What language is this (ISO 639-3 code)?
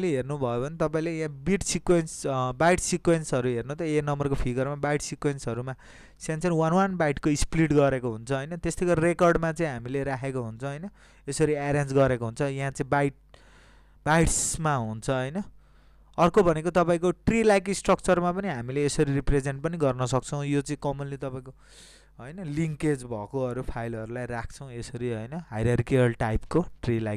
nep